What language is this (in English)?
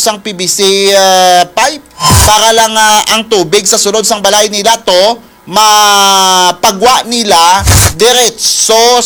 Hiligaynon